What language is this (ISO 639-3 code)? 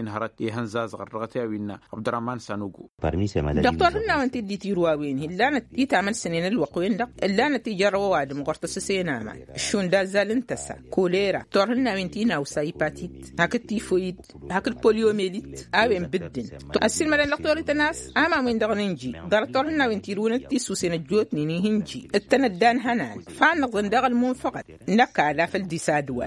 taq